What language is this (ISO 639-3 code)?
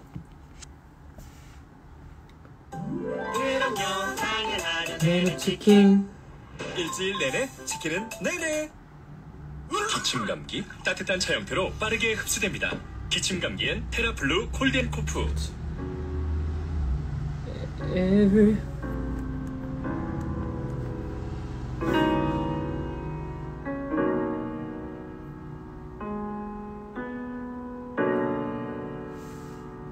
kor